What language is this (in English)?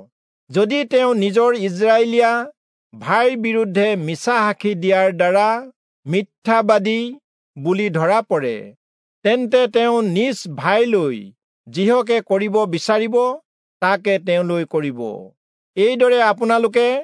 Assamese